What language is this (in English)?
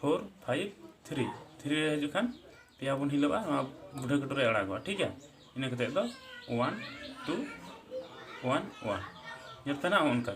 Santali